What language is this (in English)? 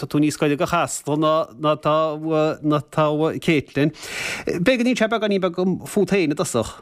Irish